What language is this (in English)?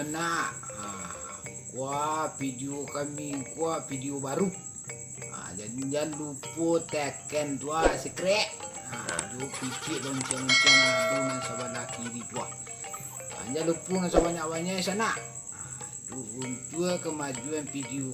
Minangkabau